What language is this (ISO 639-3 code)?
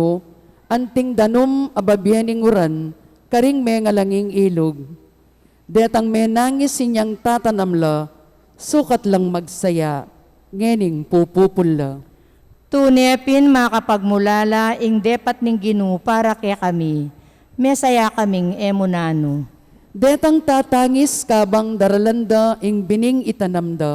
pam